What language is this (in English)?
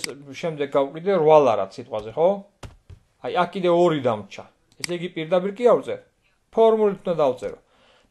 Georgian